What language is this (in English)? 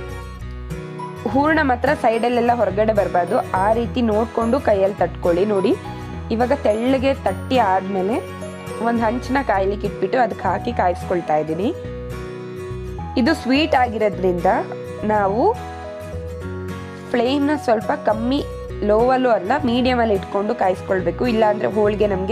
Kannada